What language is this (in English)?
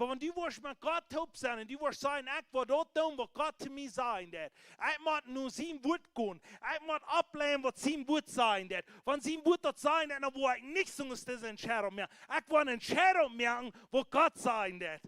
Plautdietsch